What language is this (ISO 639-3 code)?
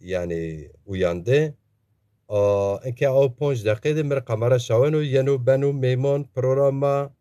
zza